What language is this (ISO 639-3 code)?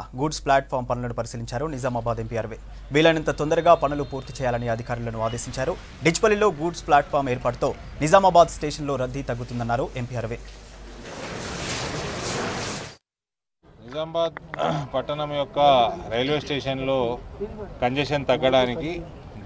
tel